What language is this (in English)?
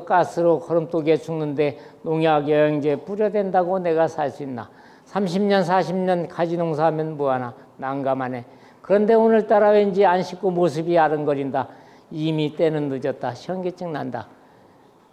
Korean